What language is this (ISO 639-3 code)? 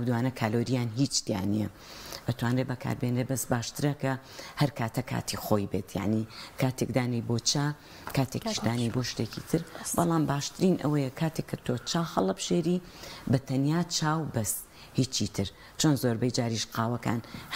ckb